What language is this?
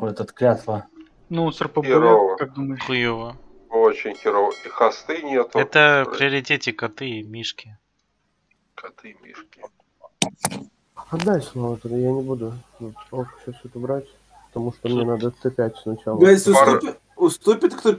Russian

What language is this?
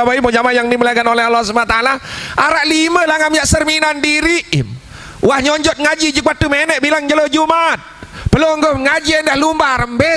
Sasak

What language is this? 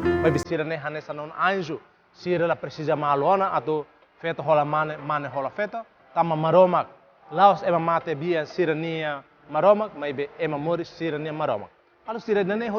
Tetum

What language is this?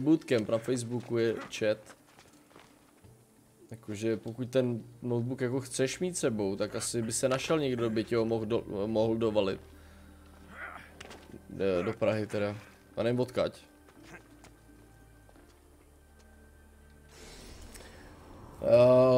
Czech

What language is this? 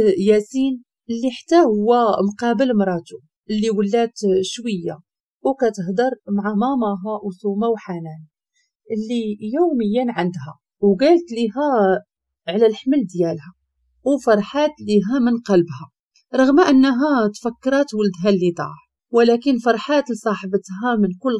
Moroccan Arabic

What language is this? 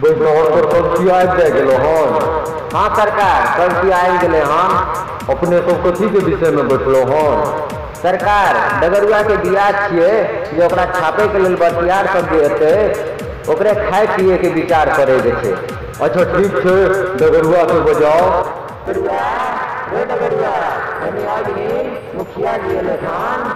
Maithili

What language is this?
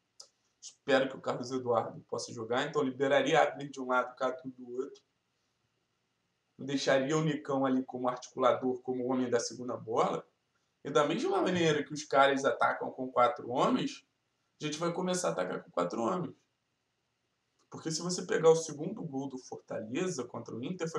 Portuguese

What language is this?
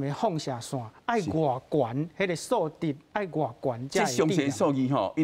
Min Nan Chinese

